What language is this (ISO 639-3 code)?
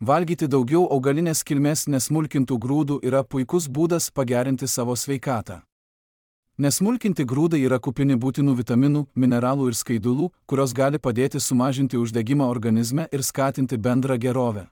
lit